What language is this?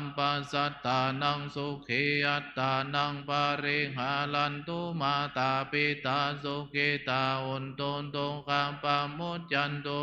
Pali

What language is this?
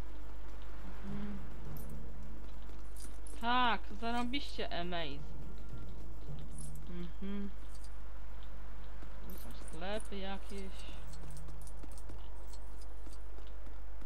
Polish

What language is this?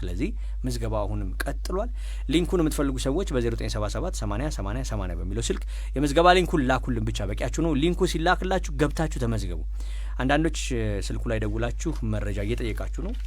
Amharic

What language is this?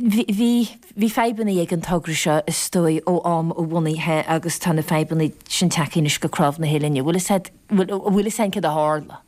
Irish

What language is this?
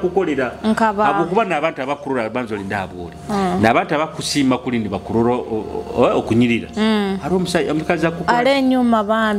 Nyoro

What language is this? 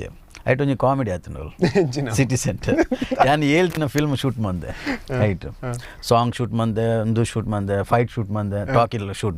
Tulu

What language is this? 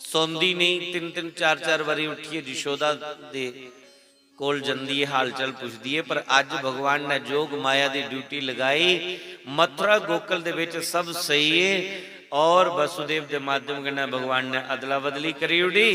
Dogri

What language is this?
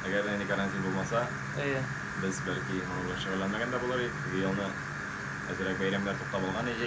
Tatar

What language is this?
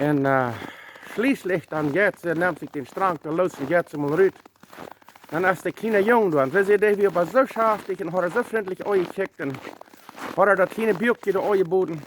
Plautdietsch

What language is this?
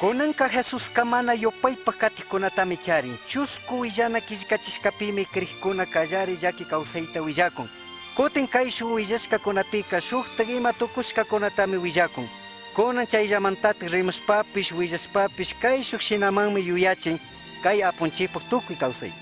Chimborazo Highland Quichua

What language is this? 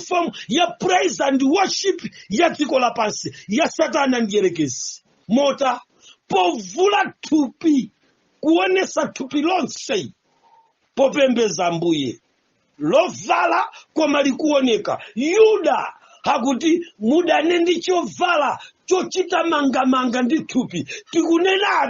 Nyanja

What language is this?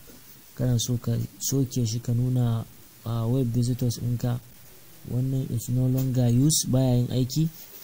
Hausa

